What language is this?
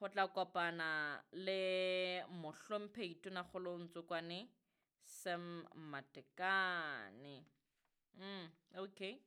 Southern Sotho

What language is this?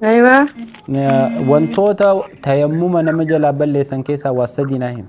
Oromo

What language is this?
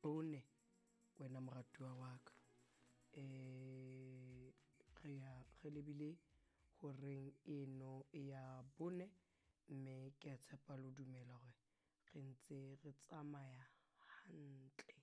Southern Sotho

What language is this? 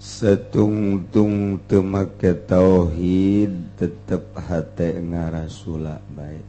Sundanese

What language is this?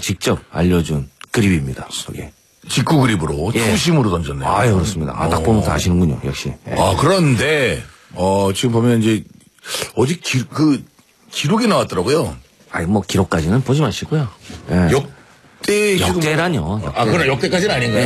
Korean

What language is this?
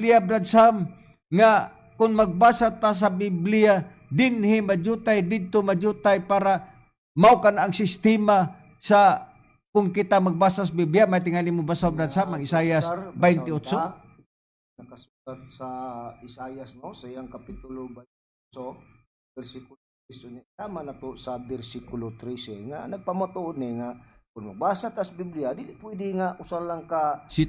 Cebuano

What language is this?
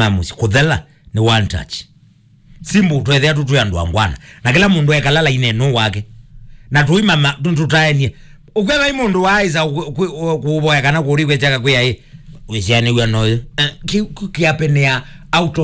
Kamba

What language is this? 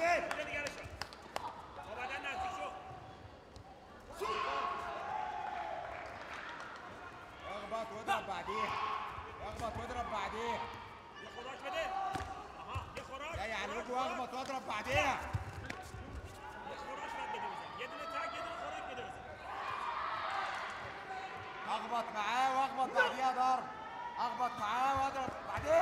Egyptian Arabic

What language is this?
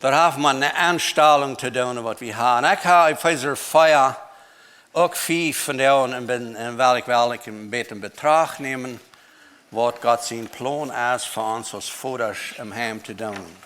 Plautdietsch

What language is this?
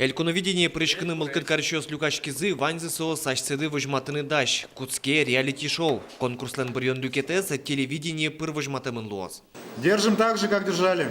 Udmurt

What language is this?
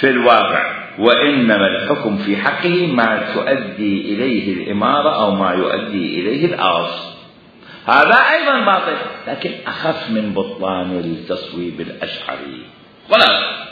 Mesopotamian Arabic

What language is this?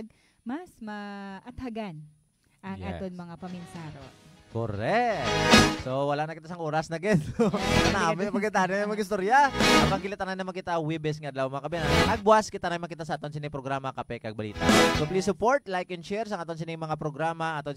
Hiligaynon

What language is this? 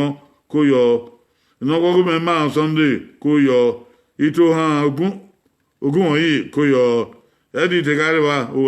Bini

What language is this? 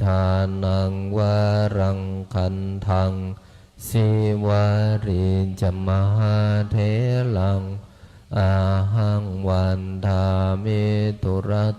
Pali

